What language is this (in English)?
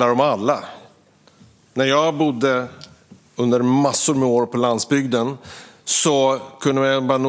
Swedish